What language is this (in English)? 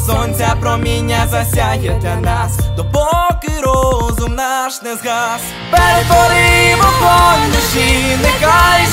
Ukrainian